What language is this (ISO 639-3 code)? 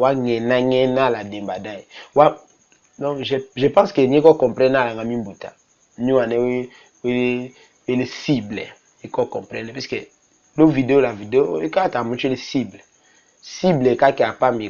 tll